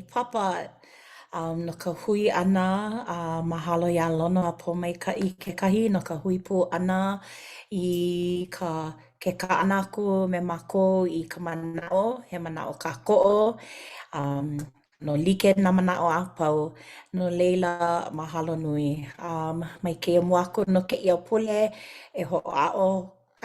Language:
Hawaiian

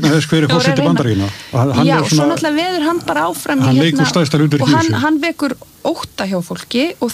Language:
Icelandic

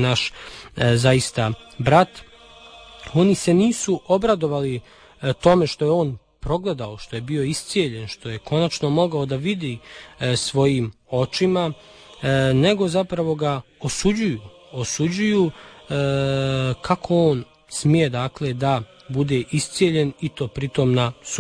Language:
Bosnian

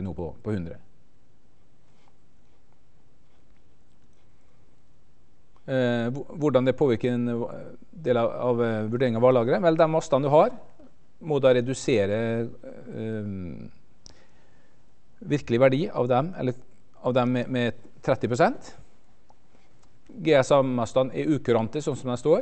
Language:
Norwegian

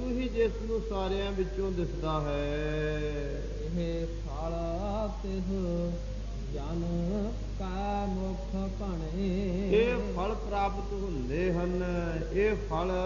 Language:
Punjabi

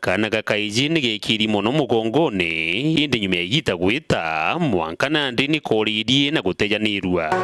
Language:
Meru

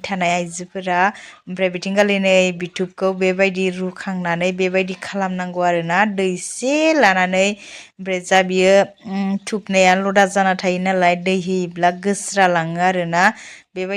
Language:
Bodo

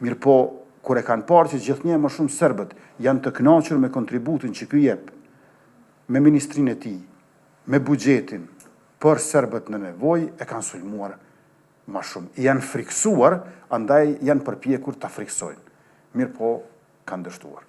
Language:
Albanian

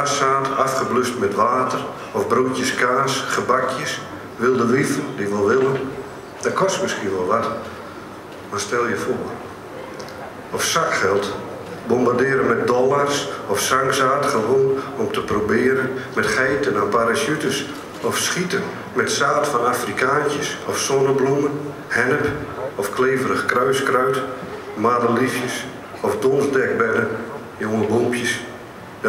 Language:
Dutch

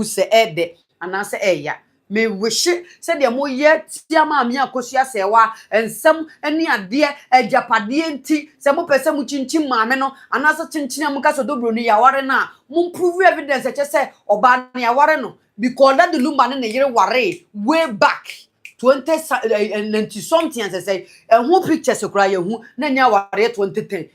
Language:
Akan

